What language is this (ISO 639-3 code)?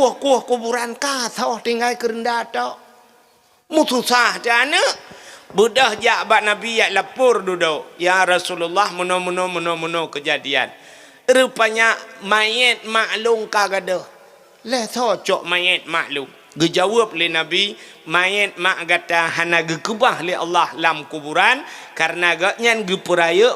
ace